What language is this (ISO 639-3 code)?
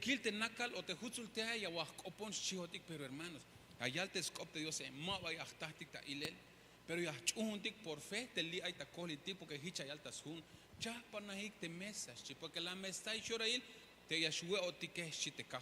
tzh